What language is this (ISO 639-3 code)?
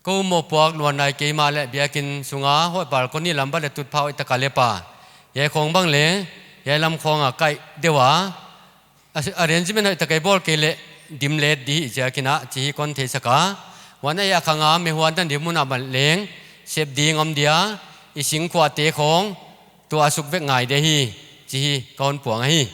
pck